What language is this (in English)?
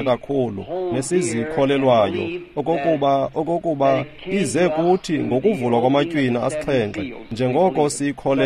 Xhosa